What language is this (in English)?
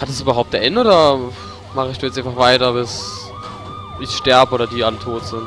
Palatine German